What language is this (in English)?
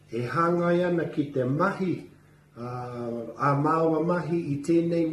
Māori